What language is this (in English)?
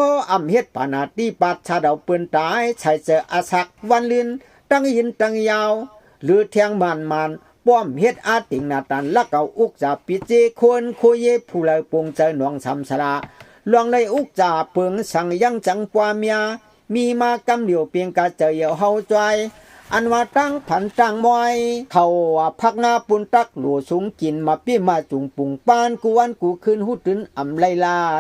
Shan